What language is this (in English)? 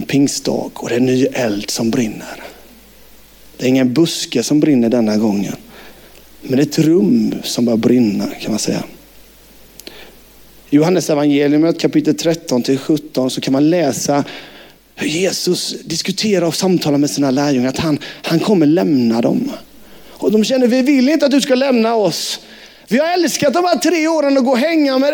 Swedish